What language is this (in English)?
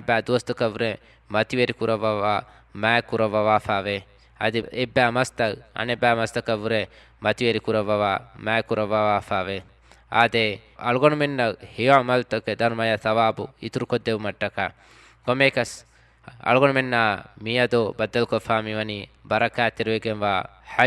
Divehi